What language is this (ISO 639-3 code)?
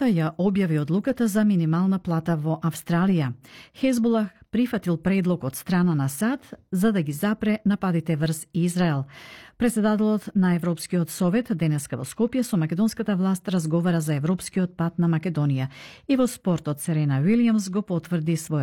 mkd